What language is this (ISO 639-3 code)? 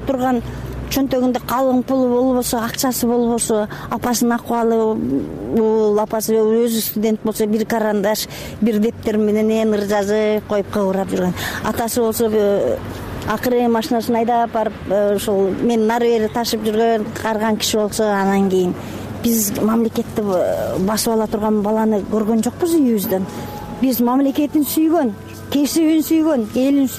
kir